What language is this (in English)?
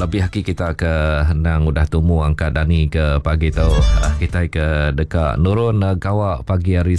Iban